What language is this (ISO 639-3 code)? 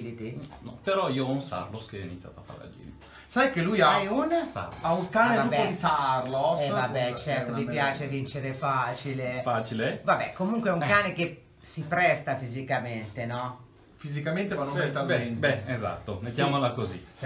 ita